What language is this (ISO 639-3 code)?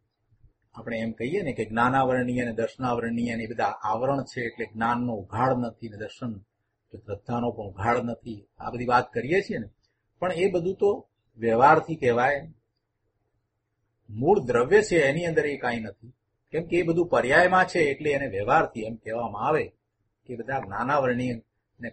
guj